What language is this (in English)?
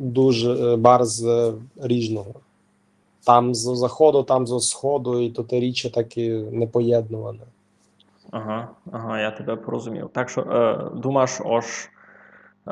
Rusyn